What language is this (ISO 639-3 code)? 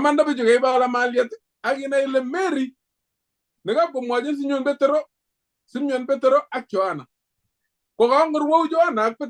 kln